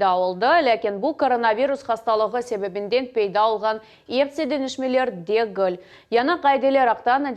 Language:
Crimean Tatar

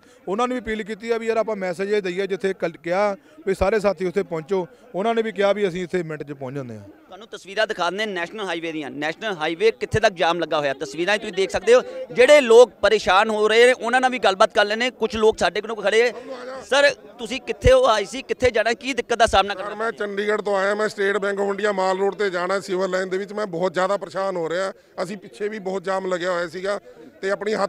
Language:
Punjabi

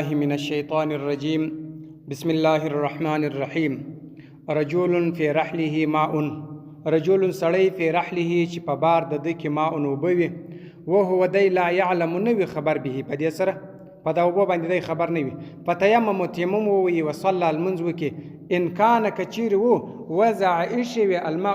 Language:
Pashto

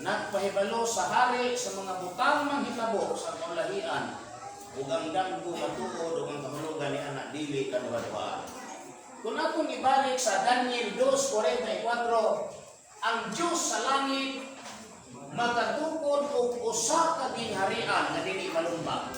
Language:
Cebuano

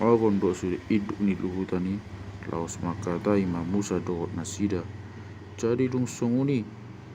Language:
Batak Toba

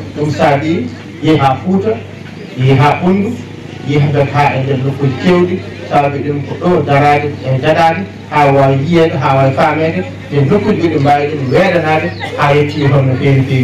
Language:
Fula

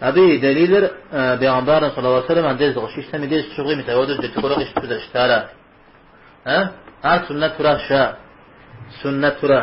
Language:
Kabardian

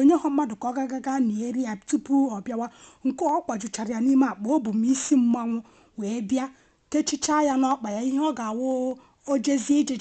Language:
Igbo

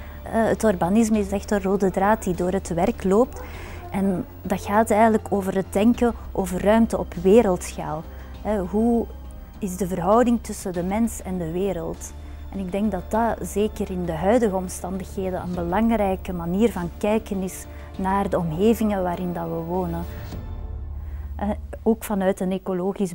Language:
Dutch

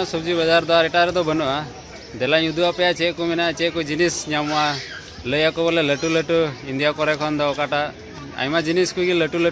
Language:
Santali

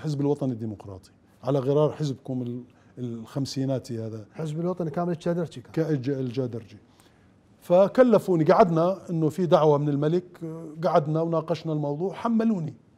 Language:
Mesopotamian Arabic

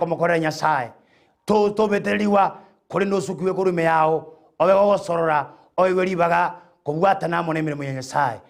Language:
Gusii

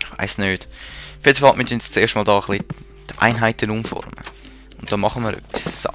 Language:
Swiss German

